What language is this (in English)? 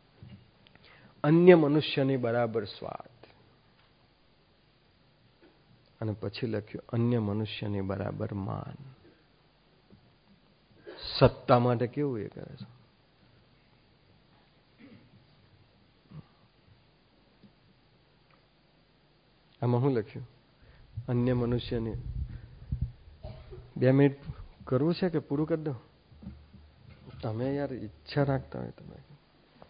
Gujarati